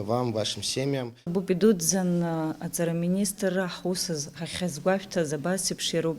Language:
Abkhazian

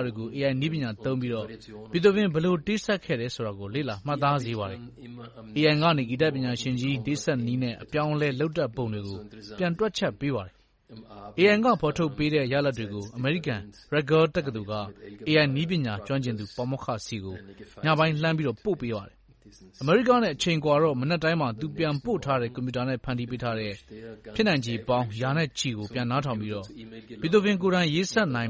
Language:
Burmese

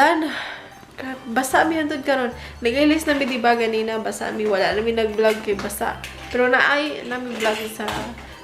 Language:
Cebuano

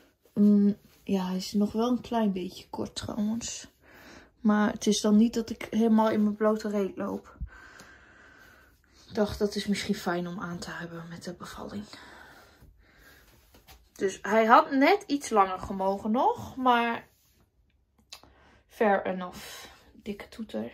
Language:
Dutch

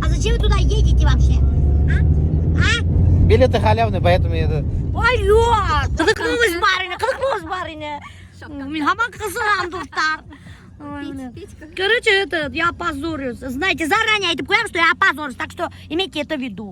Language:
Bashkir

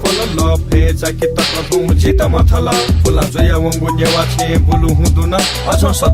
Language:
Newari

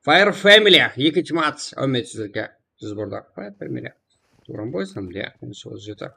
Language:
Kara-Kalpak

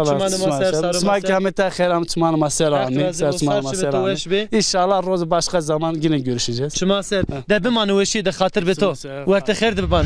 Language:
Zaza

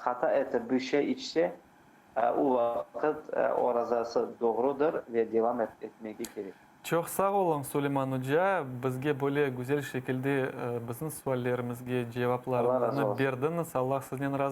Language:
Crimean Tatar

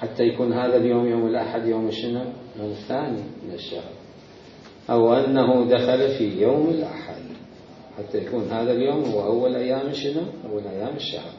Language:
Mesopotamian Arabic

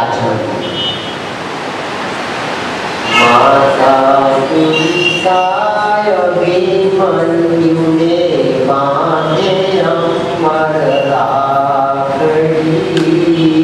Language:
Gujarati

